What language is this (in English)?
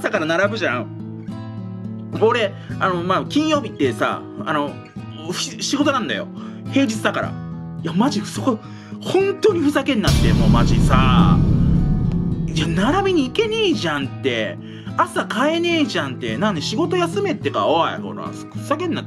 Japanese